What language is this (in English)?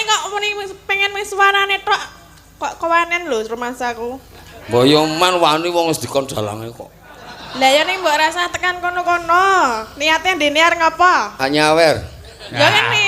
Javanese